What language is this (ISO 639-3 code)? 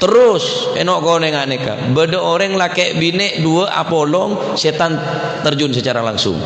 mad